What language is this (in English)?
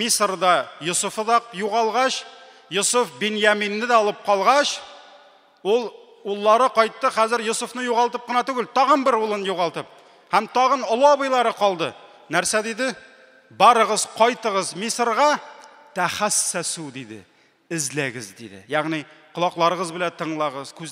Tatar